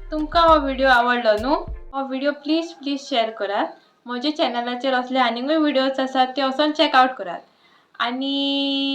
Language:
Konkani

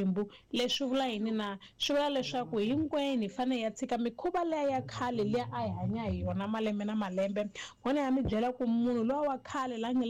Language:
Tsonga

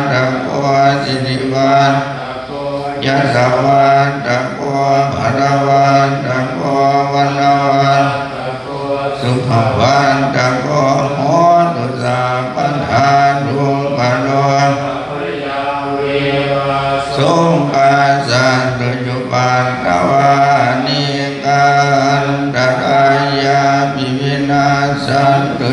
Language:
Pali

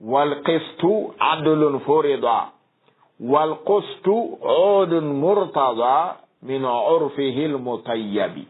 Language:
Fula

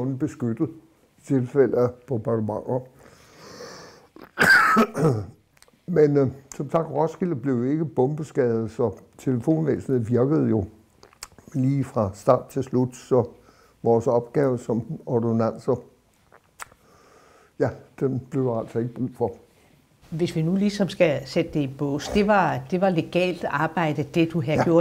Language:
Danish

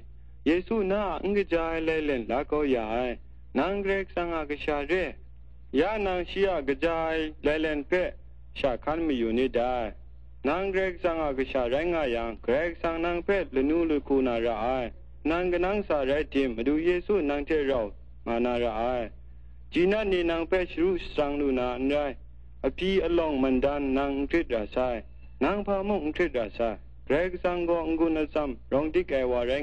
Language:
Kachin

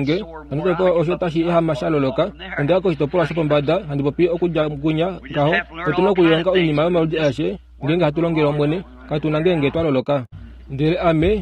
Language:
Kuanyama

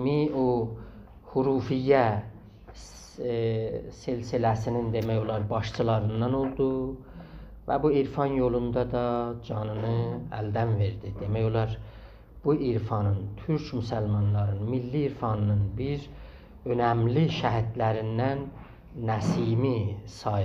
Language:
South Azerbaijani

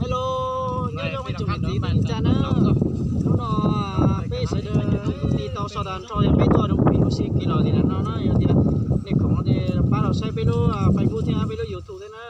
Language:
Hmong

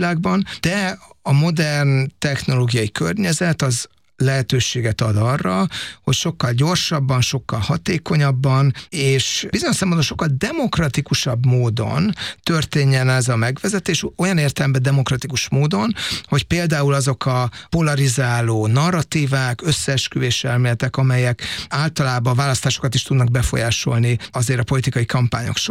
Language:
Hungarian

